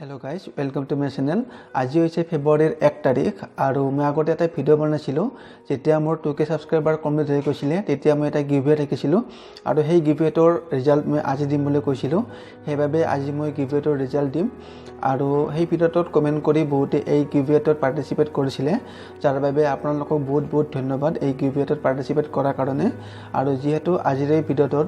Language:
Assamese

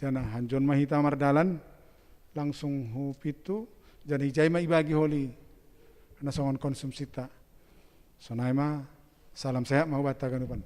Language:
Batak Simalungun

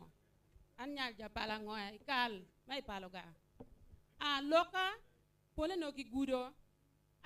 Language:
Acoli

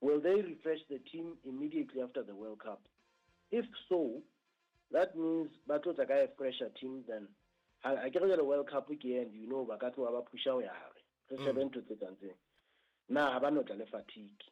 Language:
Southern Sotho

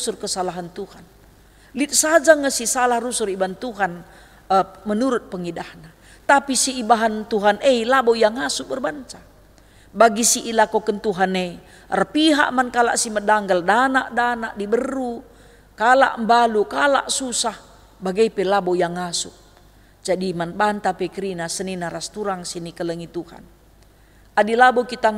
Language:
Batak Karo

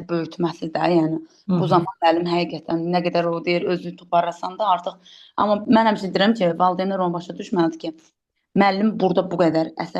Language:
Azerbaijani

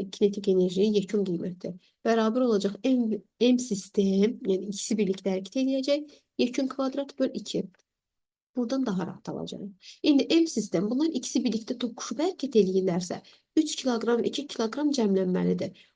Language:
Azerbaijani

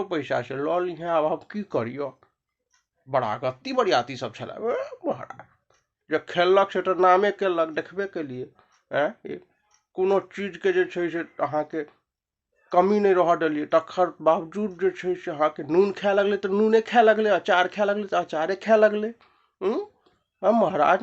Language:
Maithili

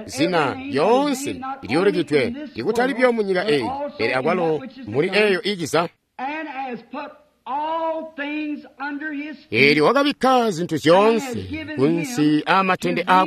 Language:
Tonga (Zambia)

